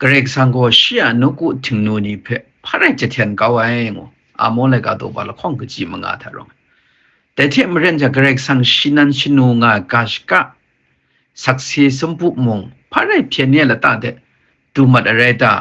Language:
Kachin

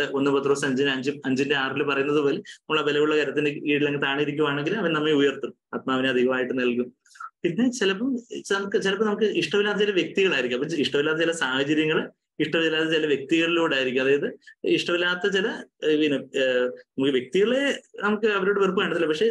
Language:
Malayalam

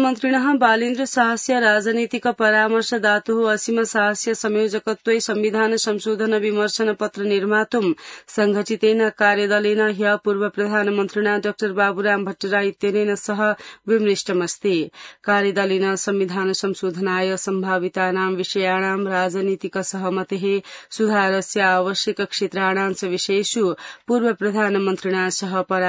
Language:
Sanskrit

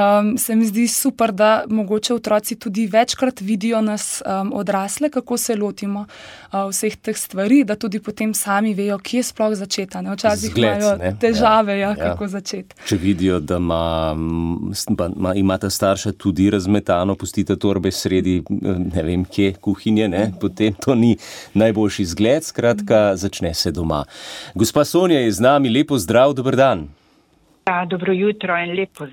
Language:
Slovenian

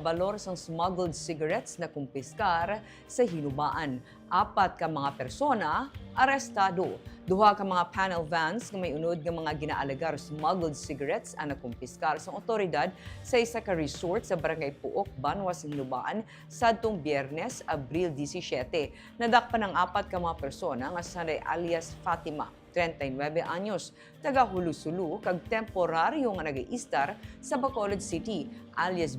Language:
Hiligaynon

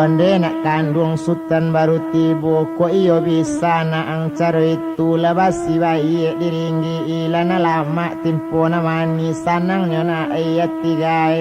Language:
Minangkabau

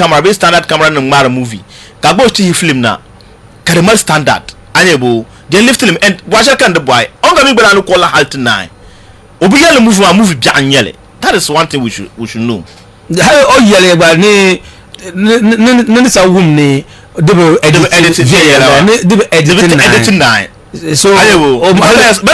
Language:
Dagbani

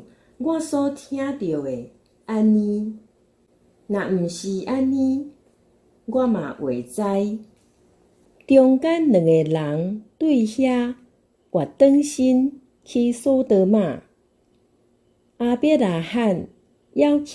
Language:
Min Nan Chinese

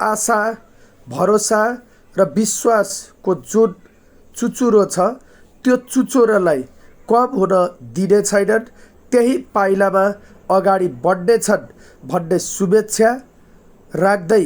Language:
Nepali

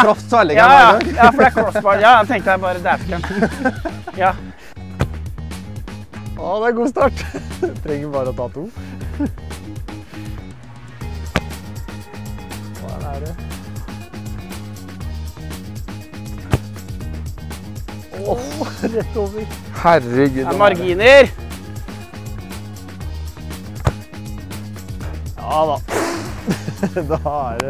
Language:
Norwegian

